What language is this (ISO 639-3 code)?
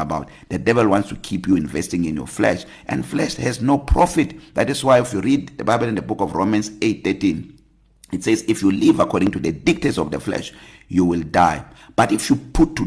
eng